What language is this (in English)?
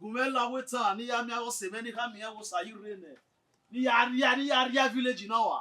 Bini